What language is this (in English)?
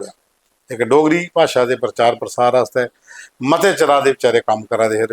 Dogri